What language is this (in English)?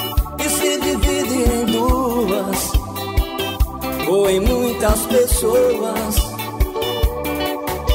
Portuguese